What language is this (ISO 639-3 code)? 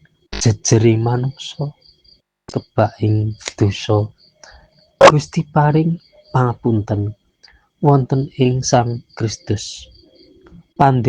jav